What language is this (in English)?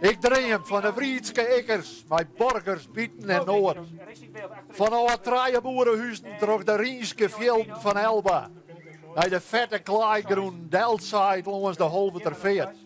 Western Frisian